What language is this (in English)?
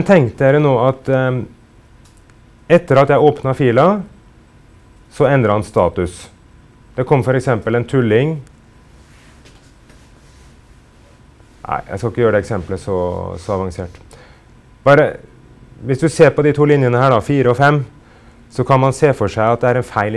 Norwegian